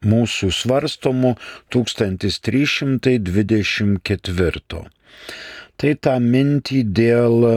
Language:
Lithuanian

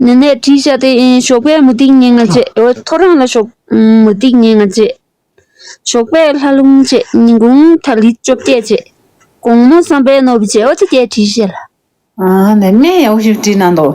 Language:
Tibetan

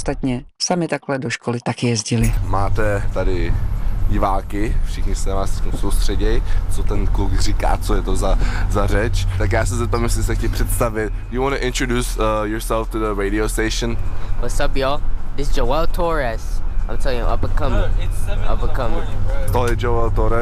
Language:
Czech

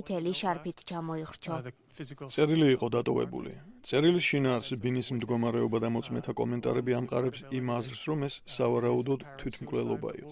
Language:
Georgian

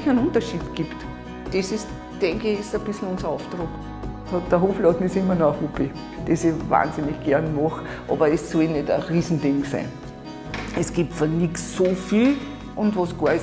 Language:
Bavarian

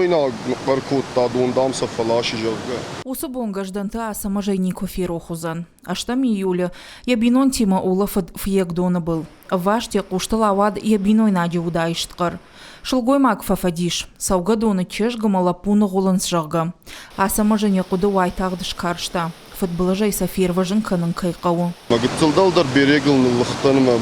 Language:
Ossetic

